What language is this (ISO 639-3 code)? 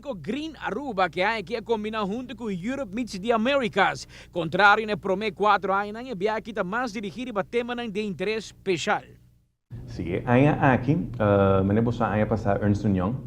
pap